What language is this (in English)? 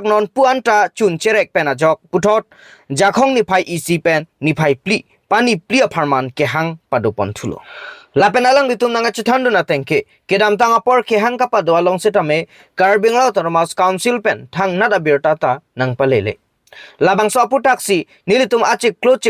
Karbi